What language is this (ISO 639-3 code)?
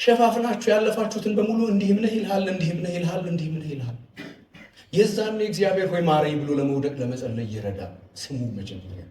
amh